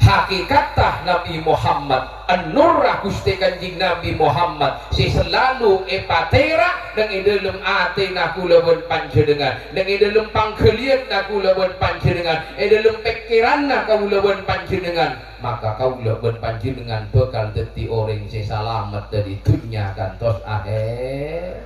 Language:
Madurese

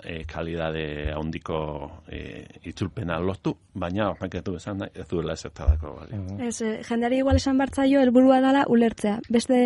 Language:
Basque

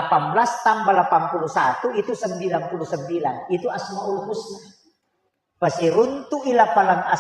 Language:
Buginese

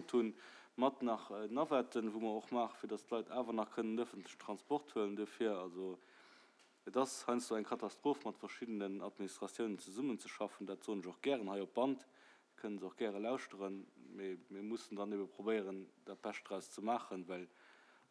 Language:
Luxembourgish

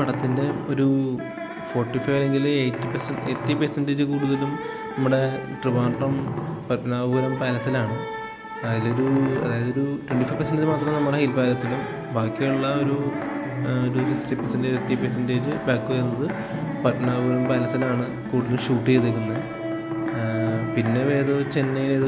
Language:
Malayalam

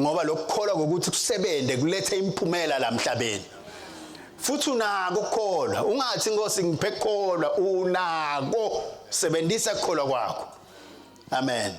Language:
Swati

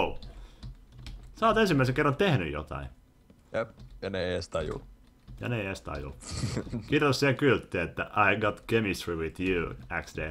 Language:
Finnish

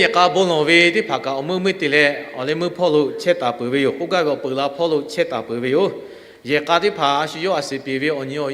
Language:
Lahu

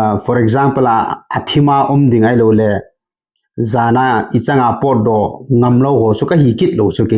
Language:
Thado Chin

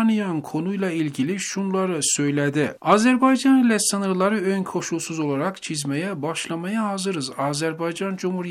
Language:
Turkish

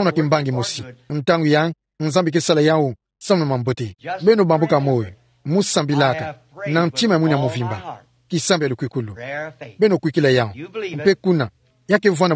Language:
Kituba (Democratic Republic of Congo)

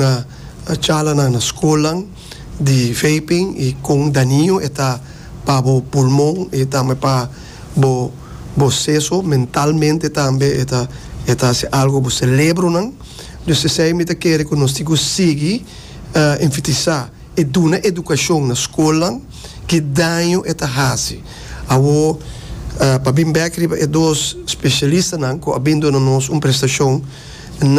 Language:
Papiamento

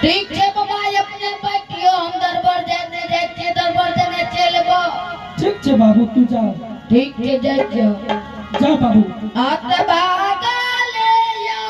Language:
Angika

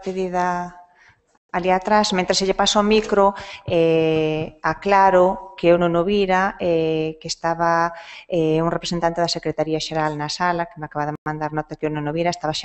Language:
Galician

